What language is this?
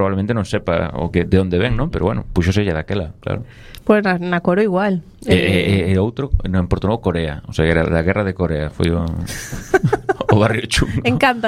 Galician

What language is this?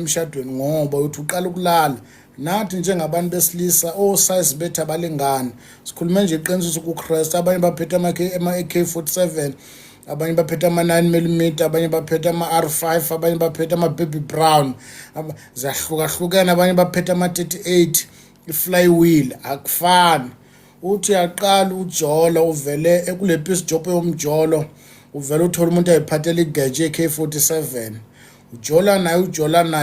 Zulu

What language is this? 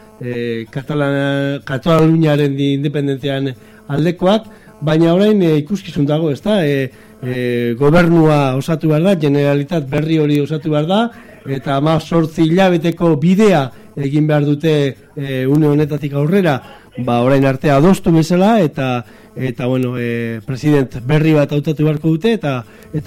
Basque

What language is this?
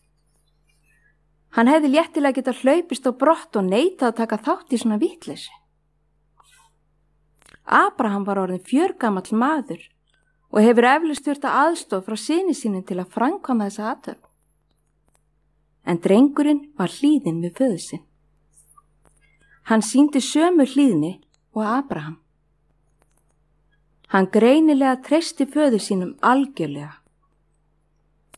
Icelandic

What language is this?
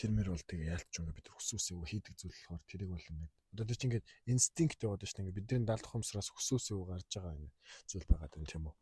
Mongolian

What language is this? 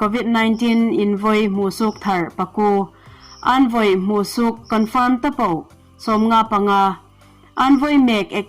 Hmar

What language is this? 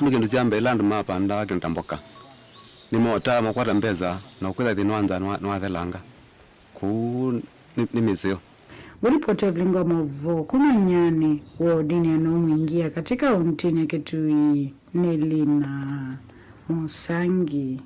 Kamba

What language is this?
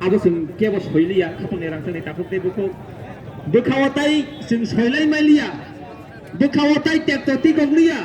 Kok Borok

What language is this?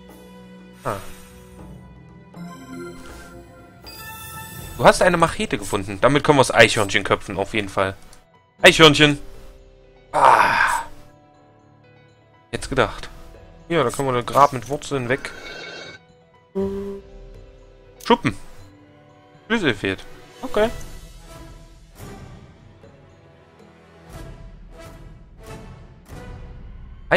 German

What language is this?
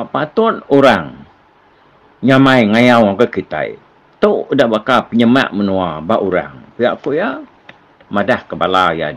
Iban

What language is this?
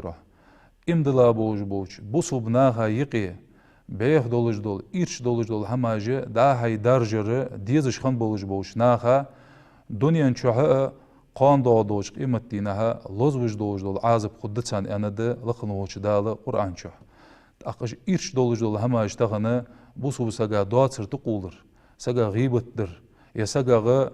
Ingush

